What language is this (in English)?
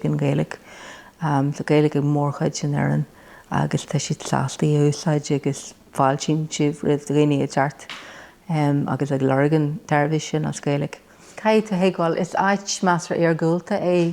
Irish